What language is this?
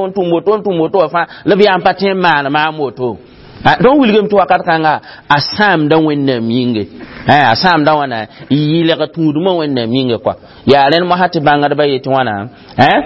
Mossi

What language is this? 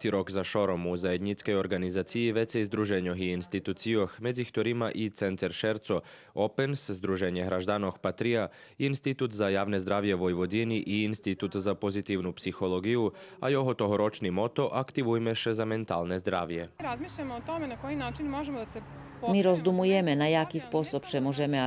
Rusyn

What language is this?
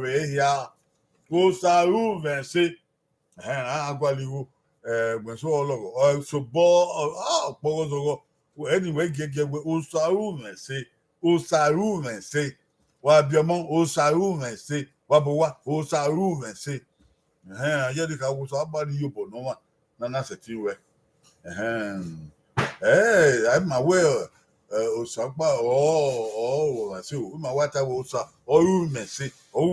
Bini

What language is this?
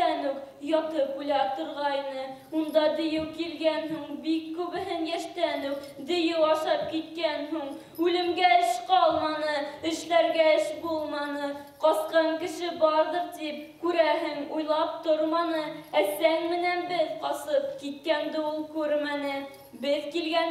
Bashkir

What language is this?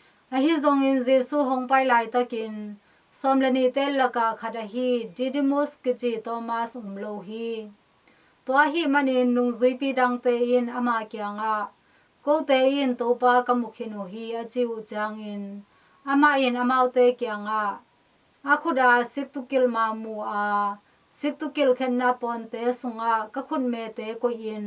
Tedim Chin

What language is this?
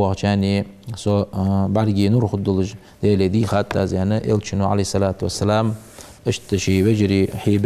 Ingush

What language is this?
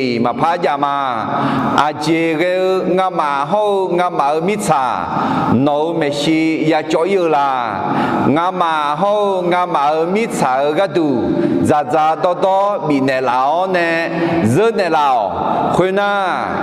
Akha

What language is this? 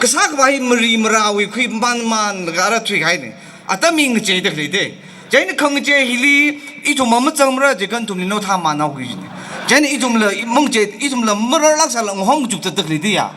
Tangkhul Naga (India)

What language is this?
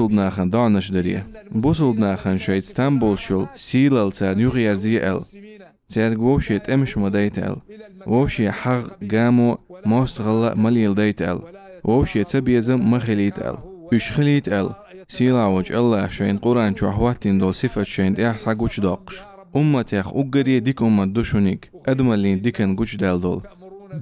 Chechen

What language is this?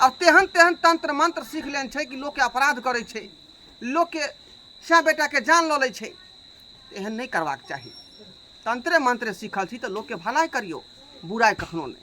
Maithili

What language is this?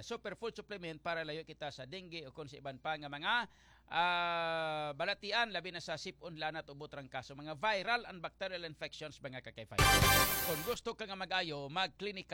Hiligaynon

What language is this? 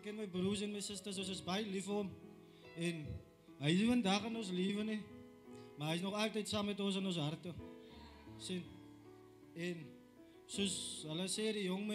Afrikaans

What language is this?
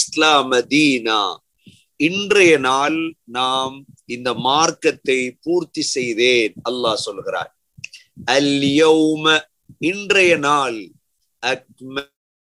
Tamil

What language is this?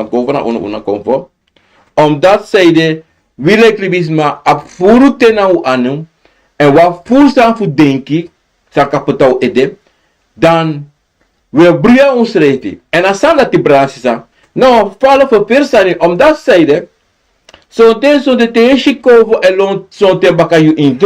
Sranan Tongo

